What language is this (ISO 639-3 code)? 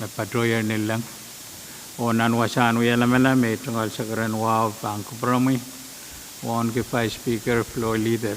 pon